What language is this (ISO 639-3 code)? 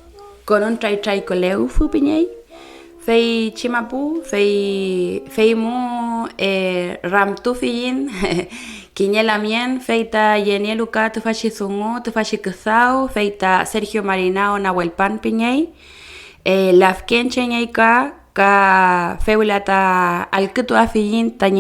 arn